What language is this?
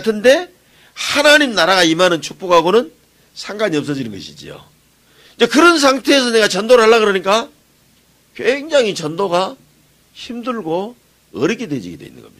Korean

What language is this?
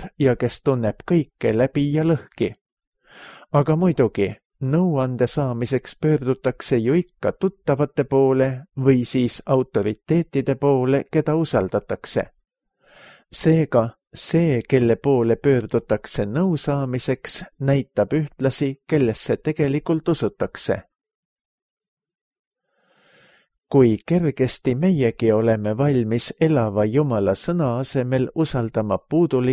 Estonian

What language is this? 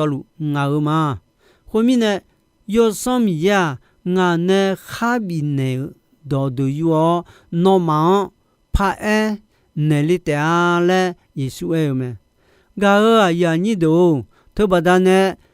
Akha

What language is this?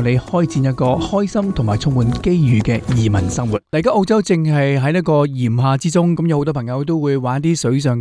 Cantonese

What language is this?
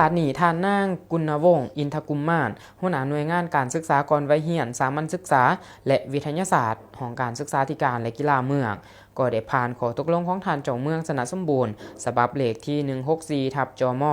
Lao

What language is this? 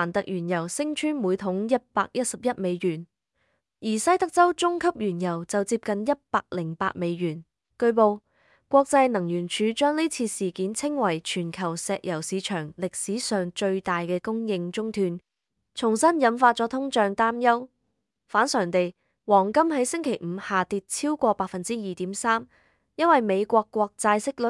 Cantonese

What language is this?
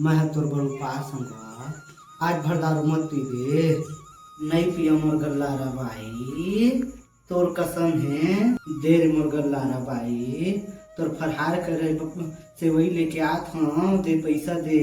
Chhattisgarhi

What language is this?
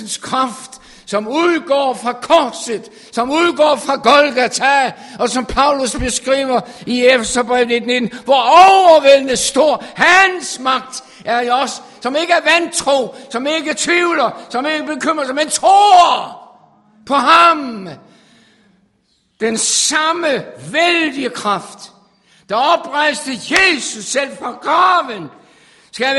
Danish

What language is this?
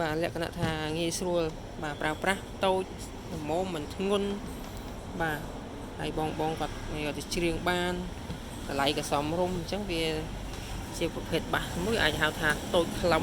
Khmer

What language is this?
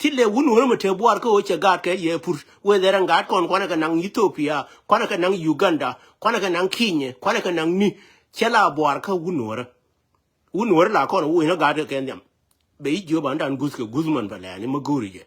Nuer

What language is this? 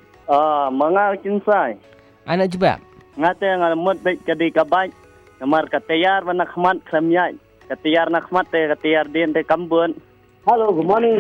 Malay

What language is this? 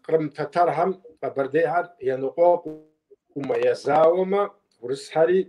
Kabardian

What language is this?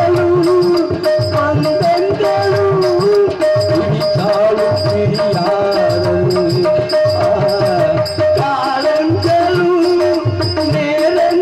Tamil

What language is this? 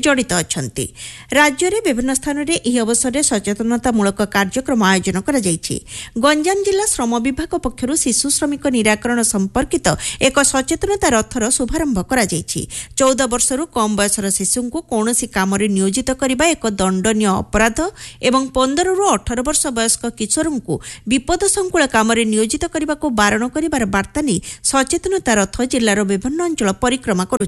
Odia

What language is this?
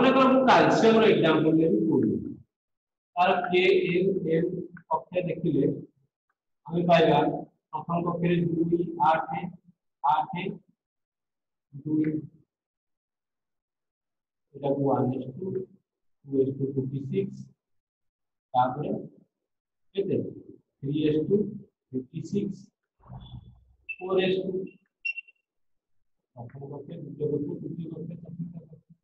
Odia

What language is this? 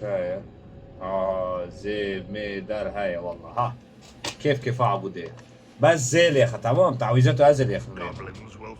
Kurdish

